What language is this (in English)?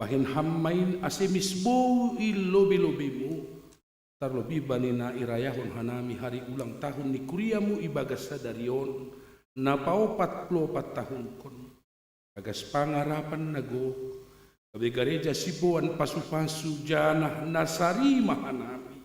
Batak Simalungun